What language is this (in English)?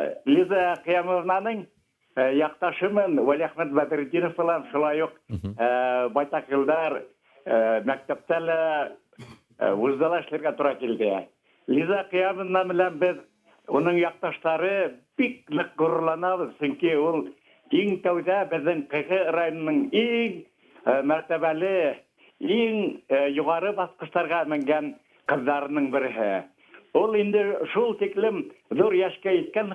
Bashkir